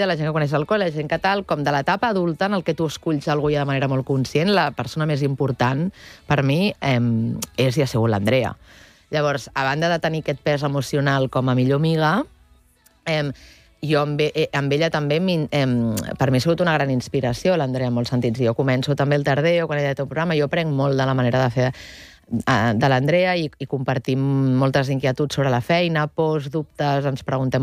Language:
Catalan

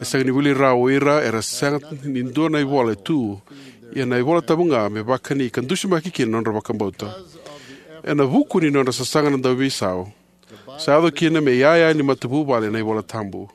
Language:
Fijian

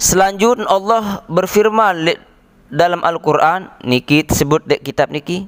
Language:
Sasak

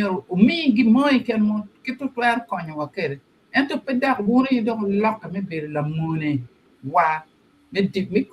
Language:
Acoli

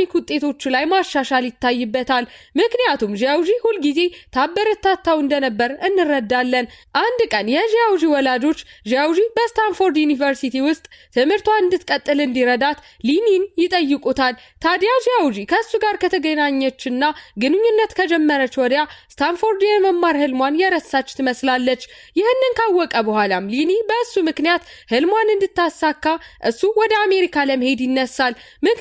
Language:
Amharic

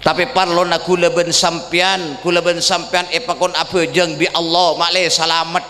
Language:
Madurese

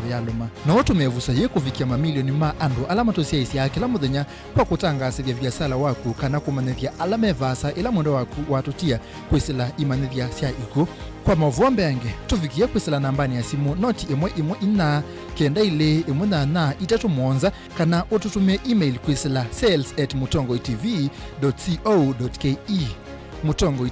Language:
Kamba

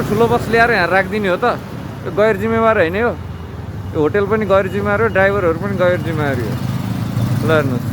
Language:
Nepali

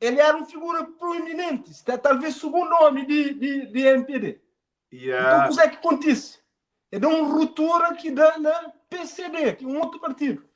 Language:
Kabuverdianu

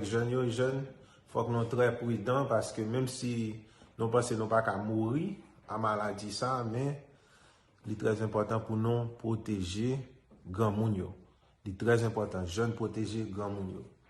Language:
Haitian Creole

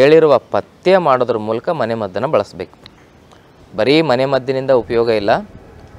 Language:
Kannada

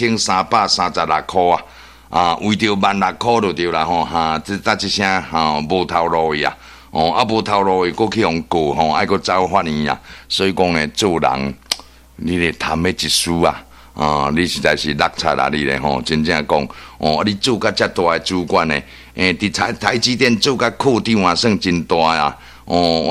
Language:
Min Nan Chinese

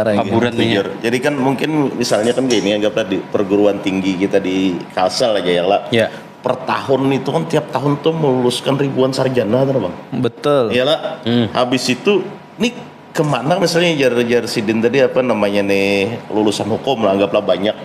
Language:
Banjar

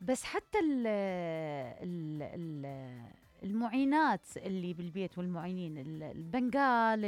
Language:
Mesopotamian Arabic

